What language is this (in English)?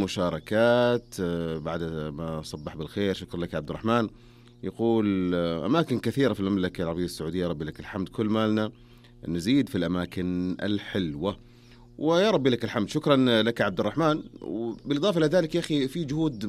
Najdi Arabic